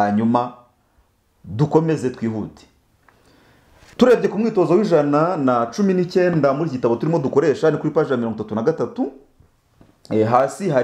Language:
Kinyarwanda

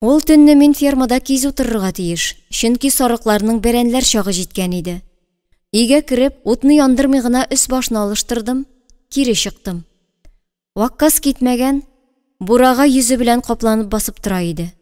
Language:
Tatar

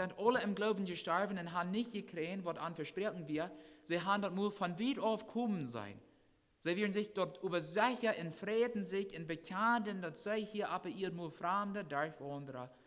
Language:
Plautdietsch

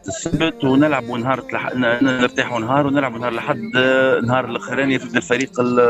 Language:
Tunisian Arabic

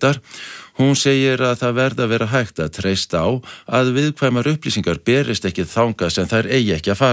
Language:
Icelandic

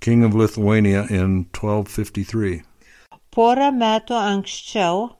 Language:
Lithuanian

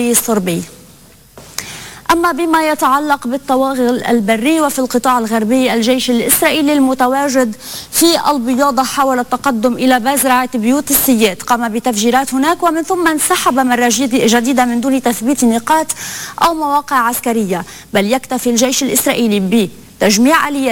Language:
Arabic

